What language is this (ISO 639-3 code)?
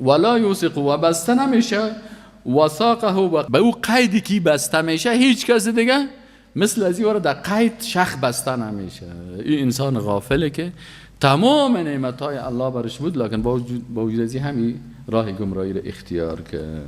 fas